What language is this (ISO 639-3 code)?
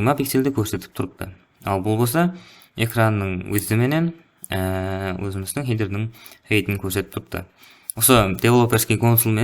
kaa